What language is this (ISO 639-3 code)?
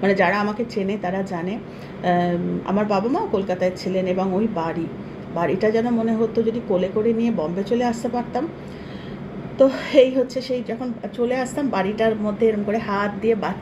ben